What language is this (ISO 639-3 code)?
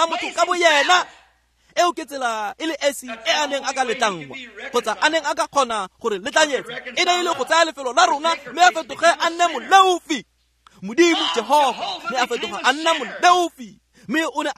tsn